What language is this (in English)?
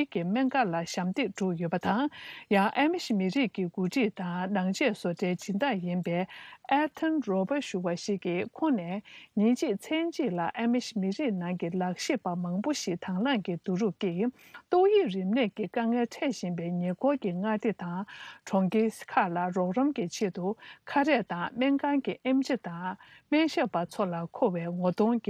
Tibetan